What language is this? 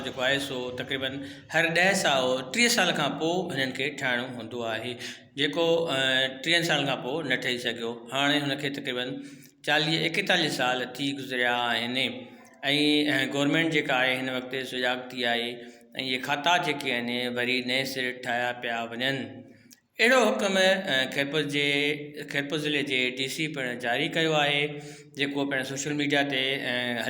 Sindhi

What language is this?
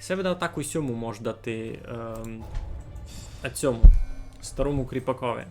Rusyn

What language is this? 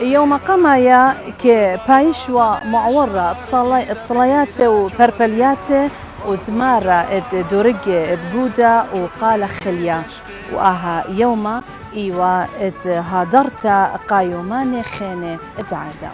Assyrian Neo-Aramaic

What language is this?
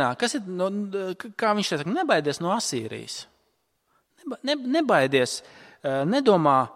Latvian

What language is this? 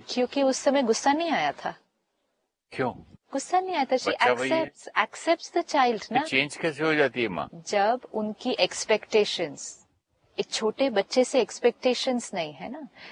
Hindi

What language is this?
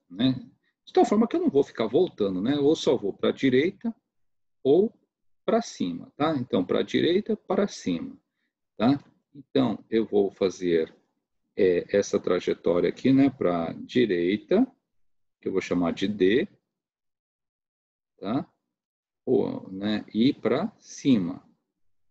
Portuguese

